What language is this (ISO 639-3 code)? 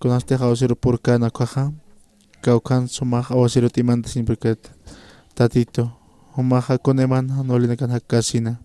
aym